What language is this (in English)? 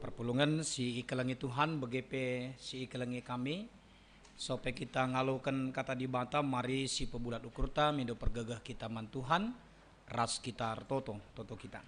Batak Karo